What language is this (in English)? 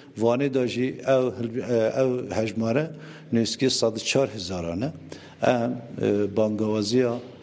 Kurdish